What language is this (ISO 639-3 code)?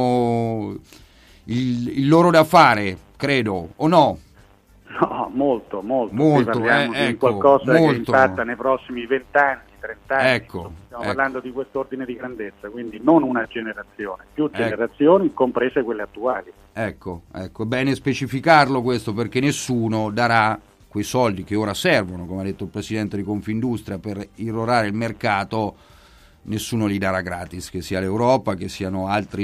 ita